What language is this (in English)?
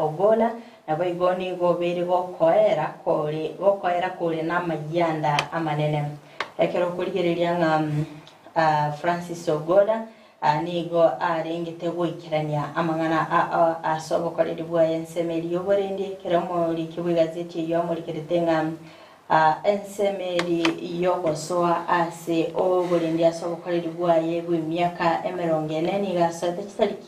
Gusii